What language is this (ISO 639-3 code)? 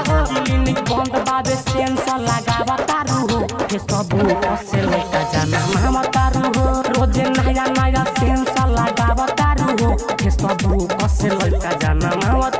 bho